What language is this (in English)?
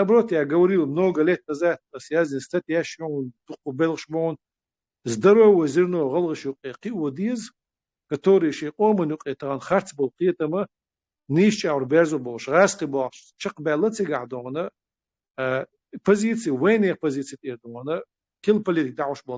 Chechen